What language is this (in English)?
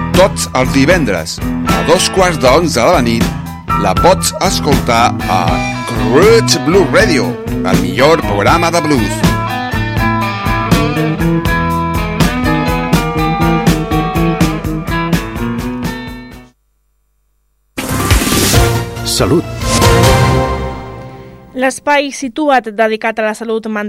Catalan